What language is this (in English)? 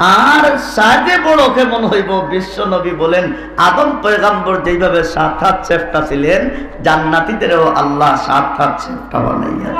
Sylheti